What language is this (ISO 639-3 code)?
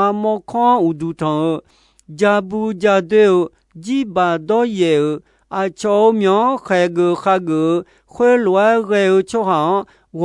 ahk